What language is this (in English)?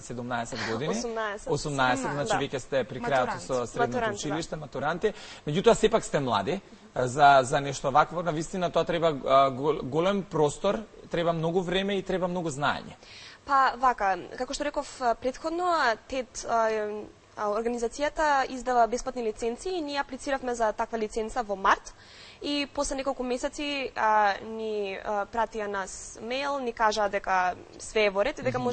Macedonian